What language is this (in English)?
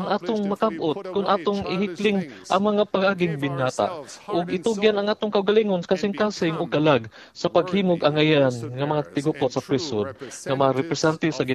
Cebuano